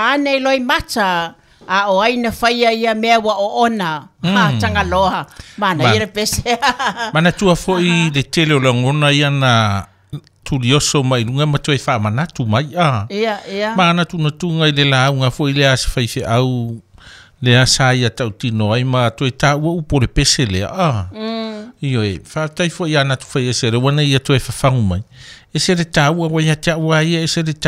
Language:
Samoan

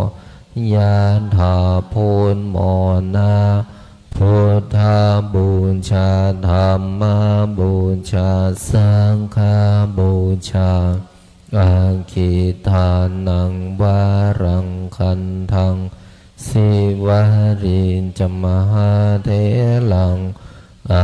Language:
Pali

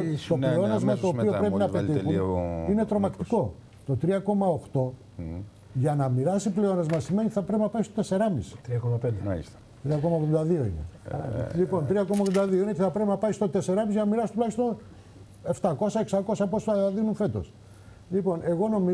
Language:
Greek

